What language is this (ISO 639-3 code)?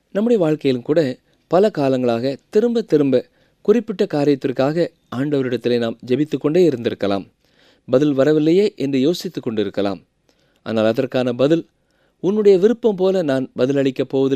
tam